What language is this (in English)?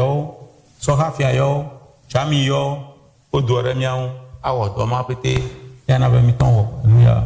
Ewe